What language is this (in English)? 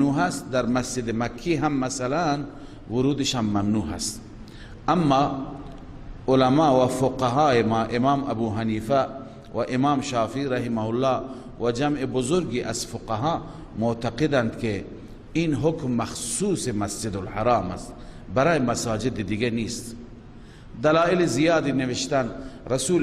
Persian